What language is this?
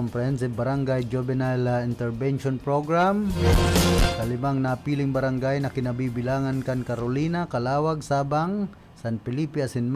Bikol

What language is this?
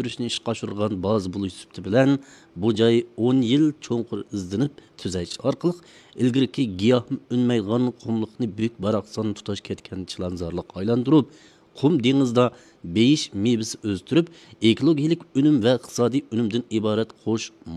Uyghur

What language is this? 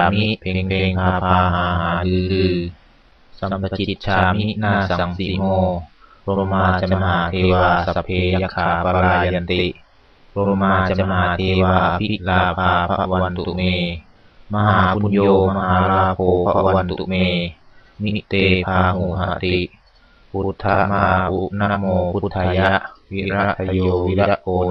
Pali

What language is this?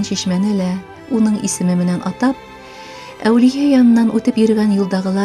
Bashkir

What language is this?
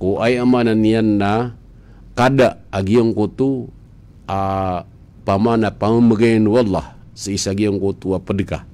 Maranao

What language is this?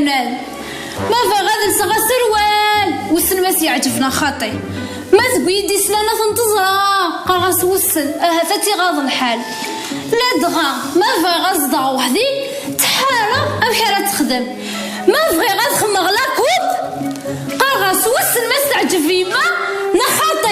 Kabyle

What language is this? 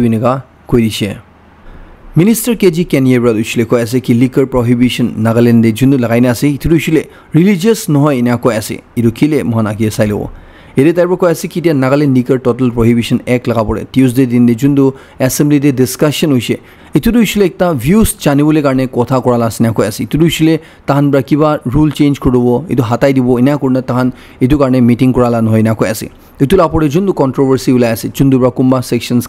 Naga Pidgin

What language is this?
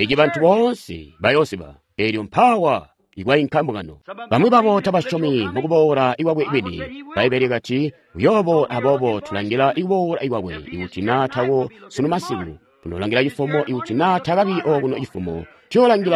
Tonga (Zambia)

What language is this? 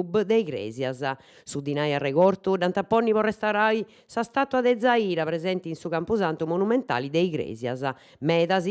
Sardinian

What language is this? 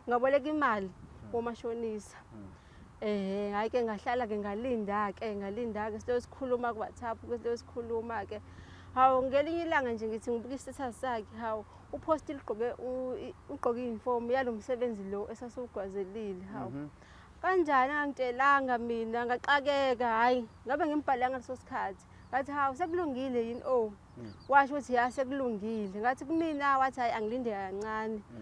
Zulu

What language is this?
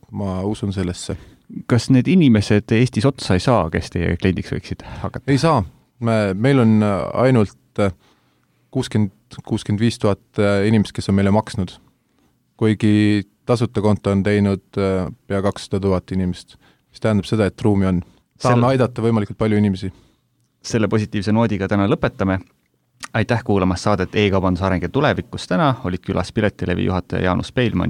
Estonian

